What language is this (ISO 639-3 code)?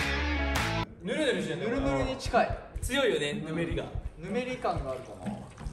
jpn